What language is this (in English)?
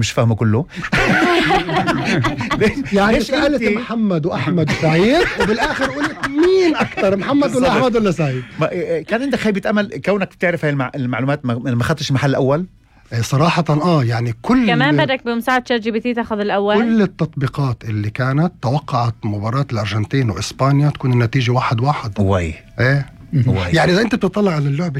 North Levantine Arabic